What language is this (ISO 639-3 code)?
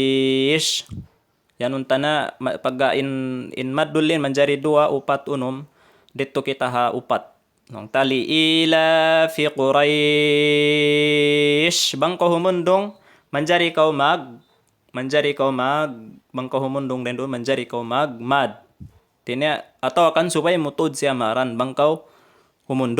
tsg